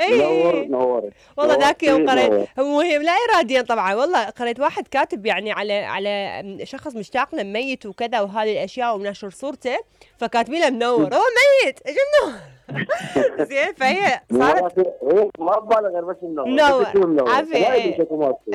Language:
Mesopotamian Arabic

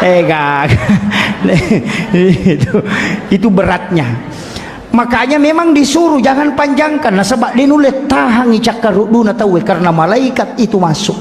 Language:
Buginese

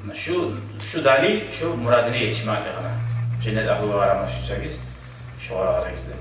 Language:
Kumyk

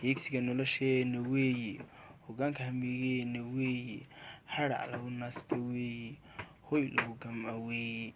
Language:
Somali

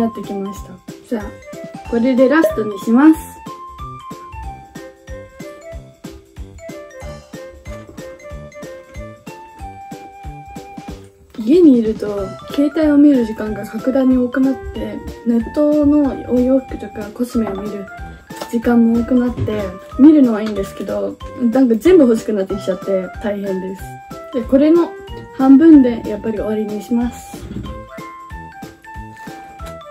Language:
Japanese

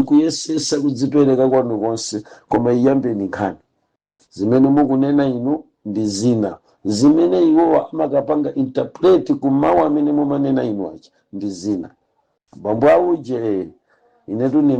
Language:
Nyanja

